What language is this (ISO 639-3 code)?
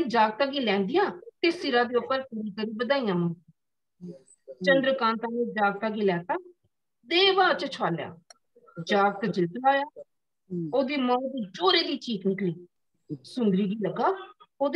doi